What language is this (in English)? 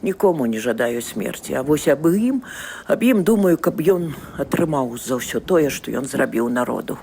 Belarusian